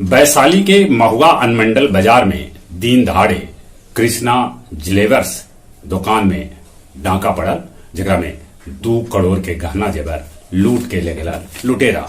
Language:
Magahi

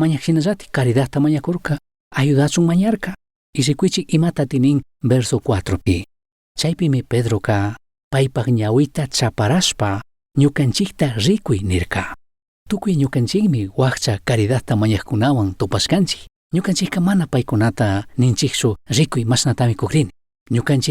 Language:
Chimborazo Highland Quichua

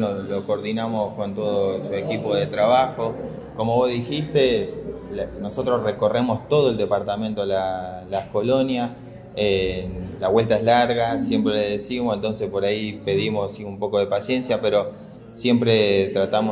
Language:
Spanish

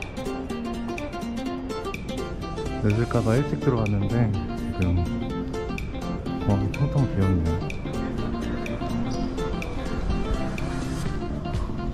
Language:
Korean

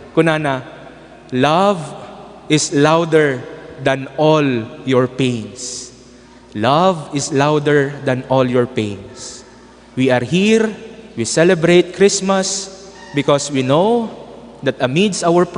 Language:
Iloko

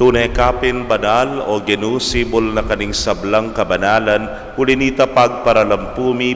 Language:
Pampanga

